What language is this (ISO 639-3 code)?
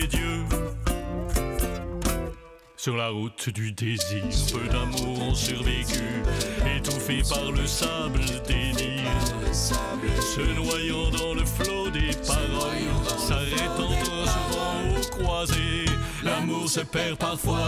fra